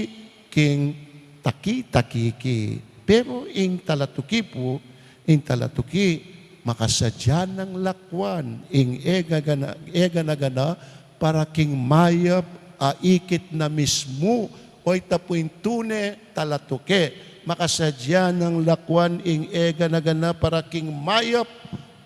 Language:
Pampanga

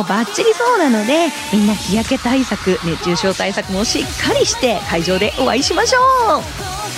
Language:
Japanese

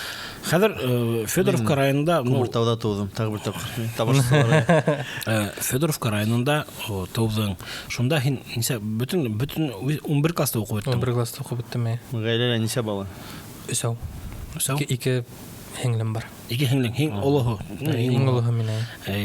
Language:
Bashkir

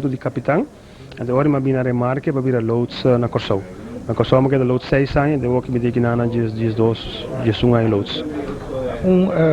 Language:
Papiamento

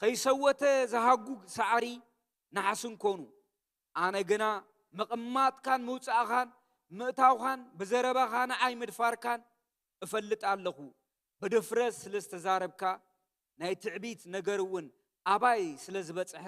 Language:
Tigrinya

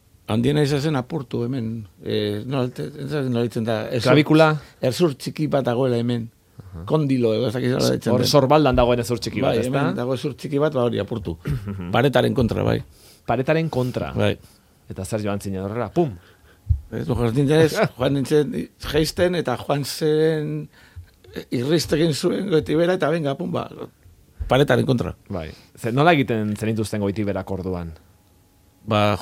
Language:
Basque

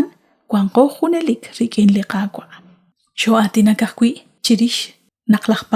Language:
Kekchí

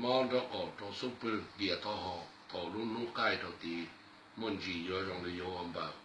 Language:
Hmong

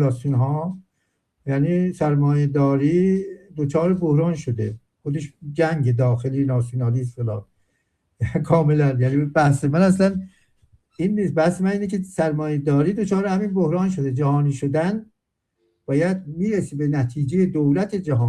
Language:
Persian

